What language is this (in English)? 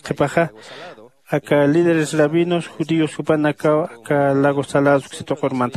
Aymara